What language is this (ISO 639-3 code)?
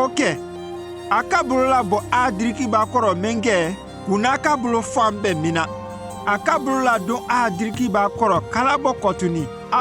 mku